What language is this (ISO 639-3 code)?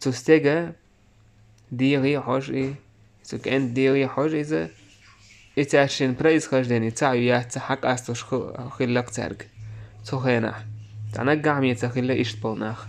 che